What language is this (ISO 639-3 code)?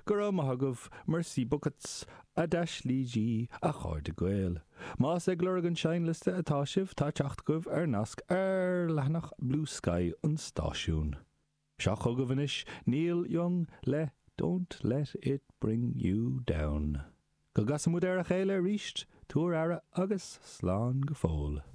gle